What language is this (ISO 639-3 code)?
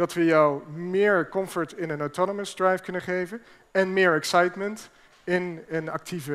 nld